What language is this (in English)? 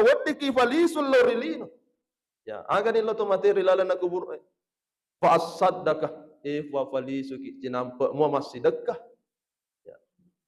Buginese